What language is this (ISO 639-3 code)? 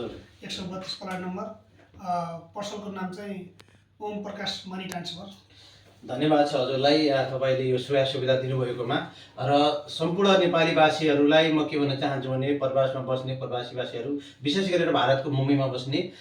nep